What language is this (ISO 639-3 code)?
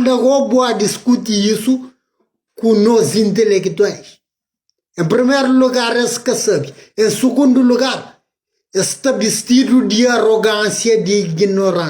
kea